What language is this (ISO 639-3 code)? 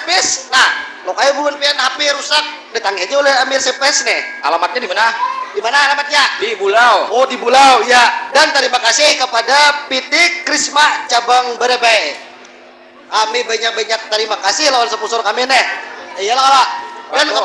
bjn